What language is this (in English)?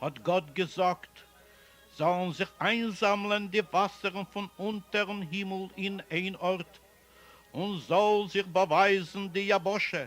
Yiddish